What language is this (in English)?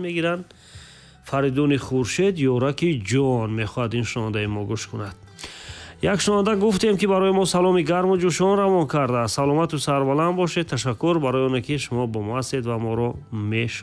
Tajik